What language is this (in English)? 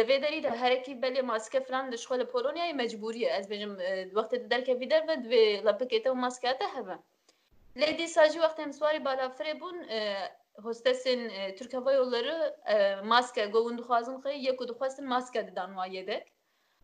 Kurdish